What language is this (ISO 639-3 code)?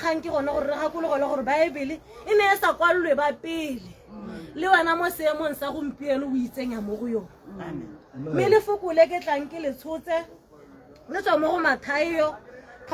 tsn